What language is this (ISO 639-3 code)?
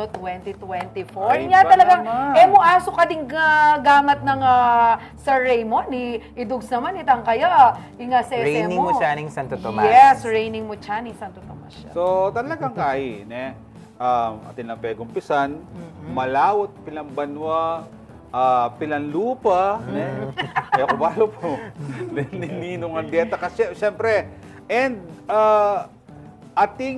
pam